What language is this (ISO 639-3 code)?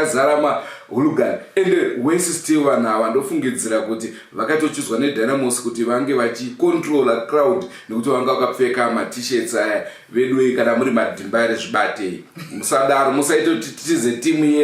sna